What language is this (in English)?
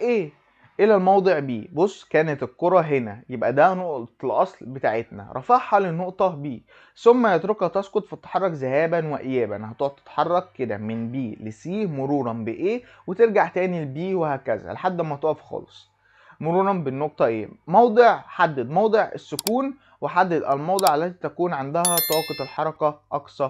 Egyptian Arabic